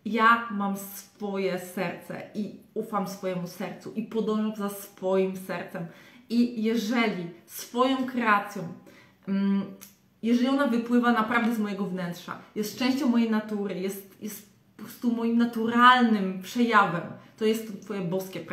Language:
Polish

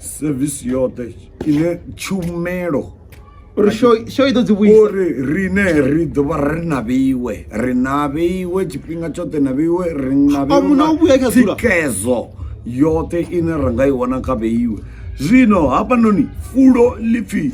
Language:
Venda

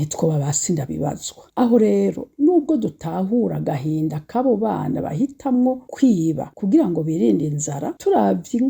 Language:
Rundi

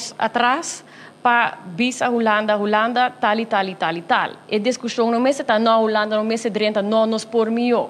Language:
Papiamento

